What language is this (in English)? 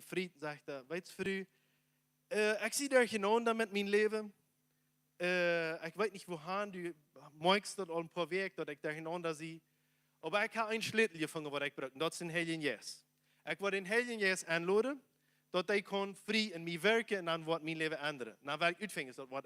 Plautdietsch